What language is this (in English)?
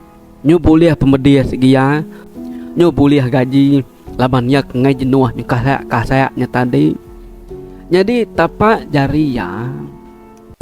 Iban